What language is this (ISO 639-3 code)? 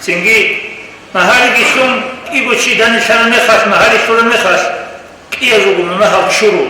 ava